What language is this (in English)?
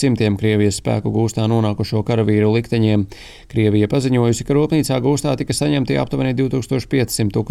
Latvian